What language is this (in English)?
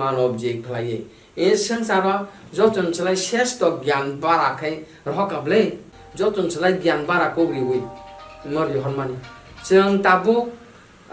Kok Borok